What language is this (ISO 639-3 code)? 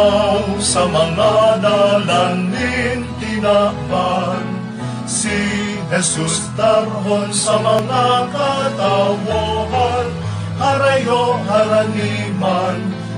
bik